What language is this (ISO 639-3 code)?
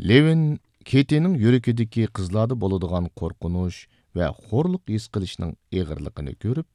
uig